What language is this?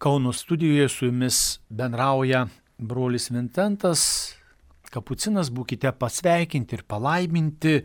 Lithuanian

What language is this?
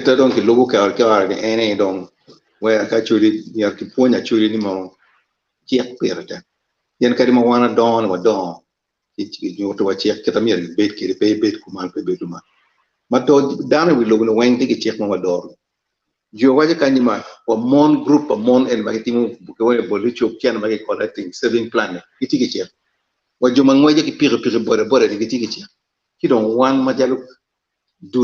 Acoli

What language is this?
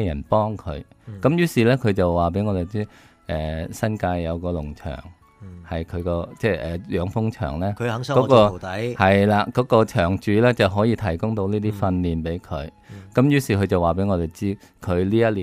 Cantonese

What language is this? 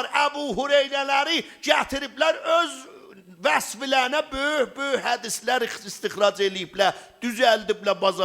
South Azerbaijani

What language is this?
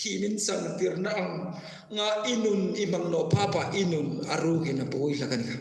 Hmar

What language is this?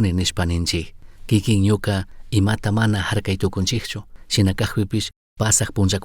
Chimborazo Highland Quichua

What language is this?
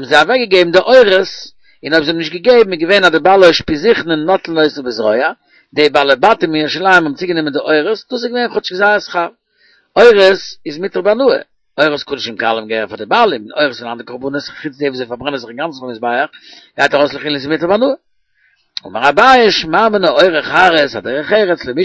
Yiddish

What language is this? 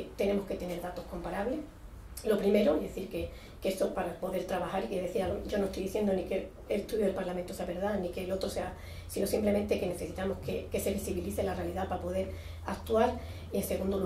Spanish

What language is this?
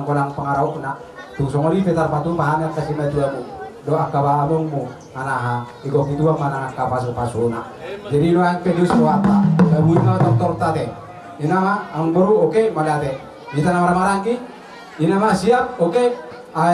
Batak Toba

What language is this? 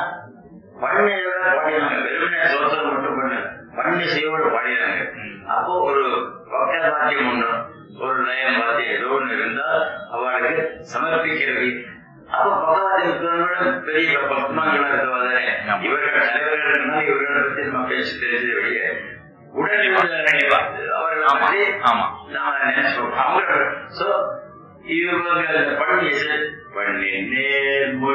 Tamil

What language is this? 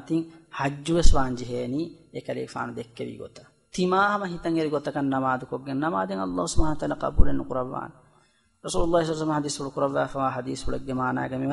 Divehi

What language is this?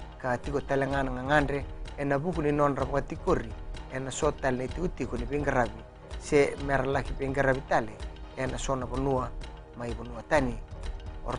Fijian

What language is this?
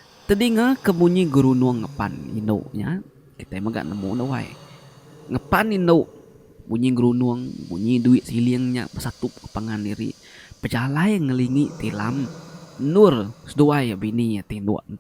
Iban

